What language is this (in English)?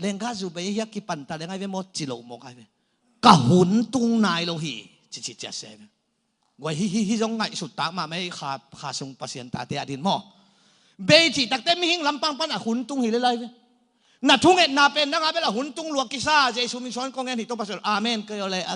Tedim Chin